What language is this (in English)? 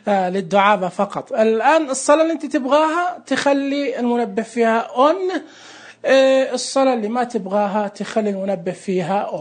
Najdi Arabic